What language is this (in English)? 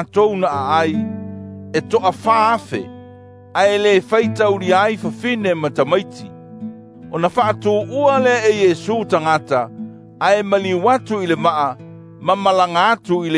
Samoan